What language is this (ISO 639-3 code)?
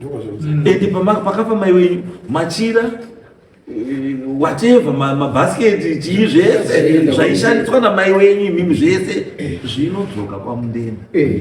sna